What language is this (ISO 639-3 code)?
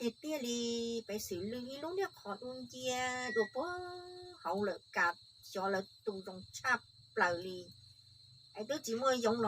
hmn